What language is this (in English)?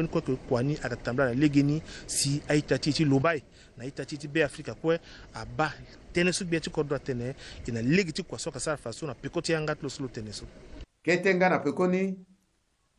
Sango